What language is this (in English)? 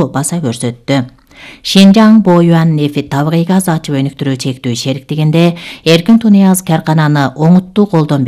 Kyrgyz